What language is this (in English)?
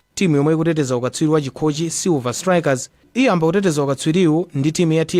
Nyanja